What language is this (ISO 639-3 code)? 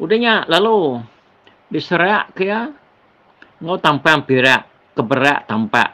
iba